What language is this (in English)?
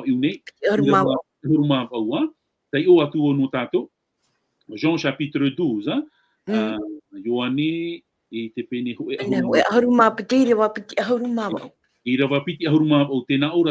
Tahitian